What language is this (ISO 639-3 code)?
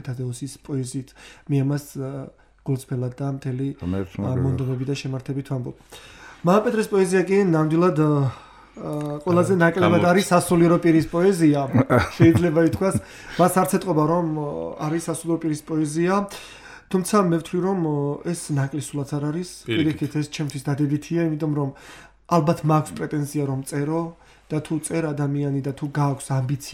kat